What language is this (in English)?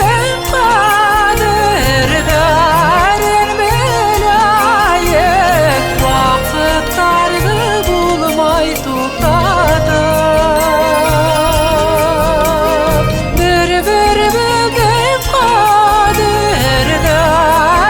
Bashkir